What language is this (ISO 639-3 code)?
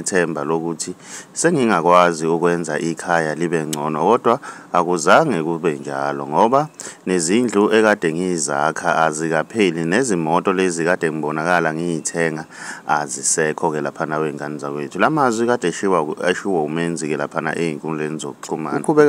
zul